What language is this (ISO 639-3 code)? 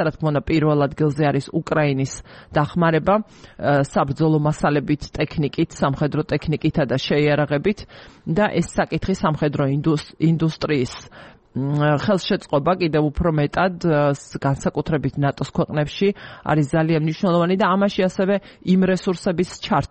kat